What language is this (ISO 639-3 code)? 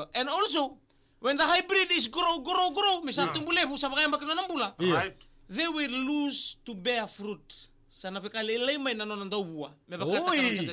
fij